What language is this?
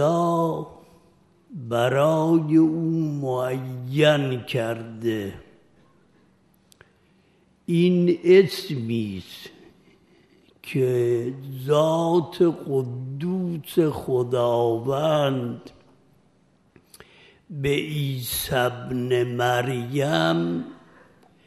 Persian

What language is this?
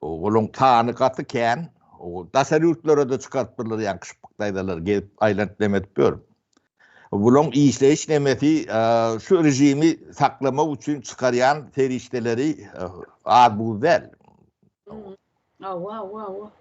Turkmen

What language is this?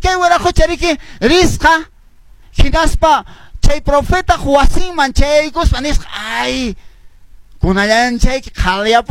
Quechua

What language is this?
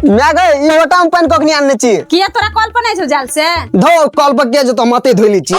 Maithili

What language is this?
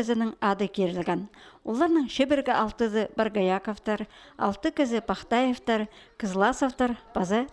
Khakas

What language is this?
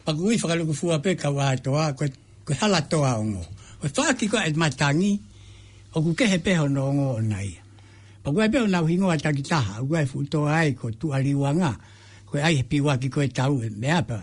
Tongan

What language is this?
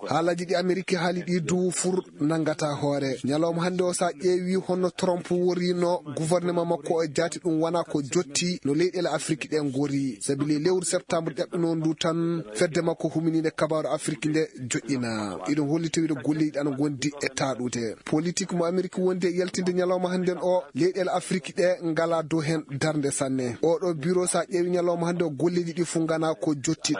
Fula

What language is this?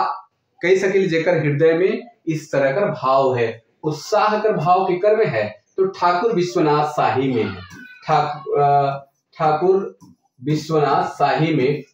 Sadri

